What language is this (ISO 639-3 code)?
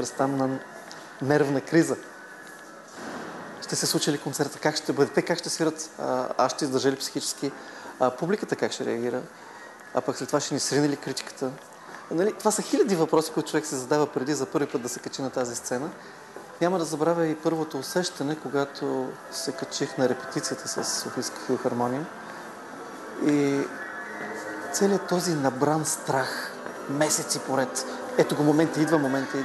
bul